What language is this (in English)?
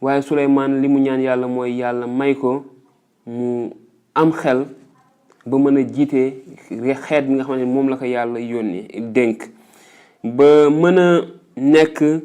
Wolof